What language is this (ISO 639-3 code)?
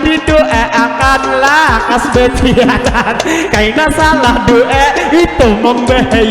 bjn